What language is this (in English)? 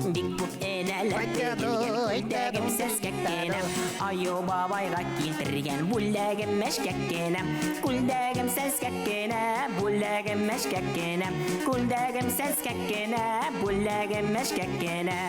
Bashkir